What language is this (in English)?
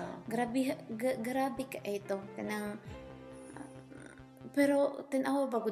Cebuano